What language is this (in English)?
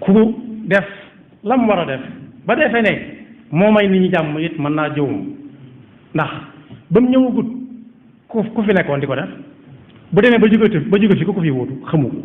Wolof